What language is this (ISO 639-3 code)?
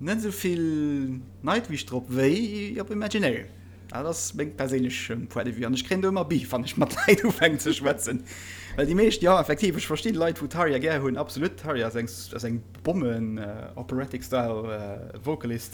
ltz